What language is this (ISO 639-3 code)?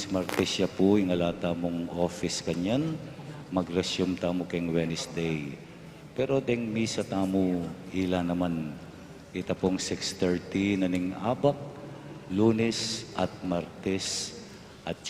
pam